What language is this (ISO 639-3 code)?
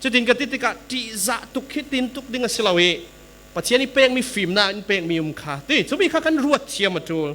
cfm